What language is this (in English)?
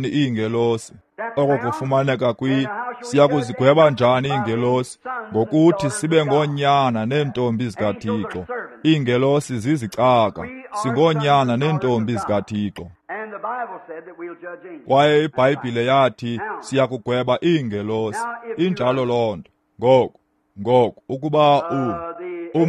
Xhosa